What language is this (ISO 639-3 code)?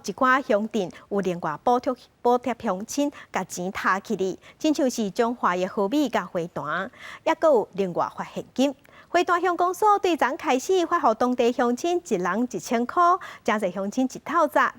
nan